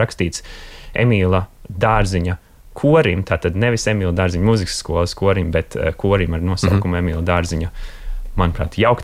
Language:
Latvian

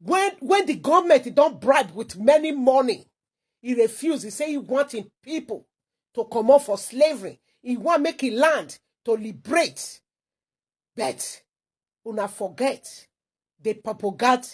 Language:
Nigerian Pidgin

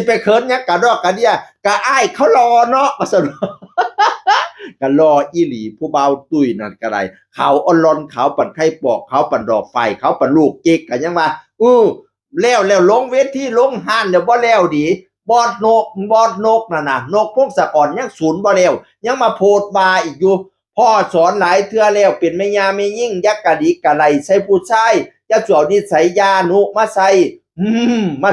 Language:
Northeastern Thai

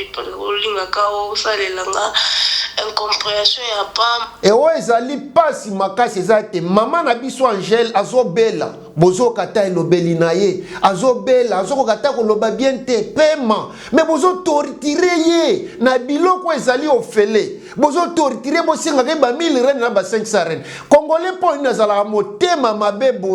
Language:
Lingala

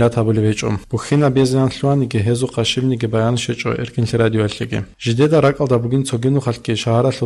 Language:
Avaric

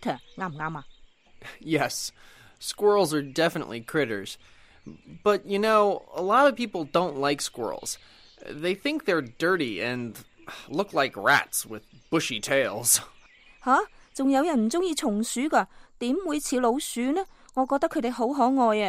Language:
Cantonese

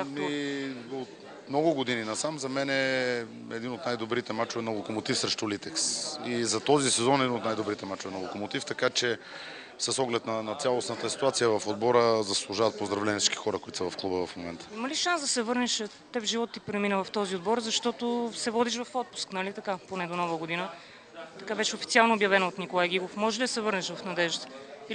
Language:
Bulgarian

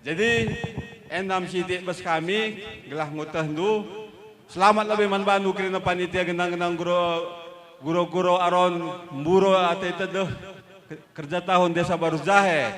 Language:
Batak Karo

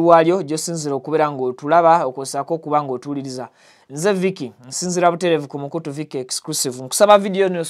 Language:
Ganda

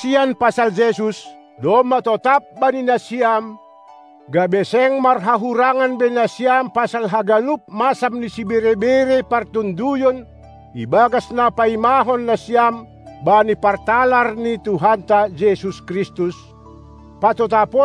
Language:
Batak Simalungun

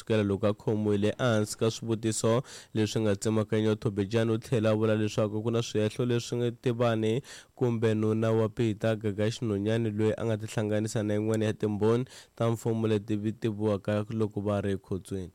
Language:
Tsonga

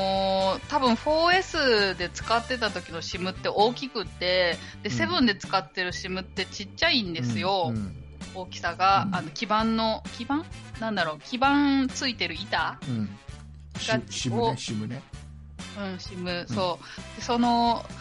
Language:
Japanese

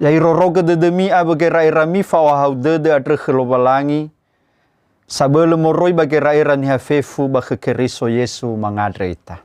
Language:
Nias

